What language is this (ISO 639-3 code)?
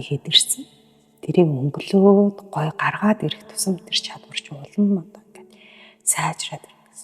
mon